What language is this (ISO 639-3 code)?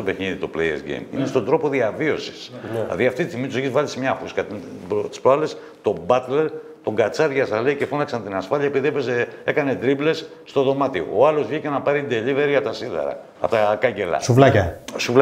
ell